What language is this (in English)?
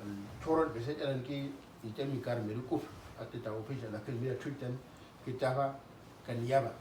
Uduk